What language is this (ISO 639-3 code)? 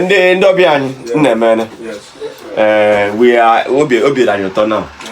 ibo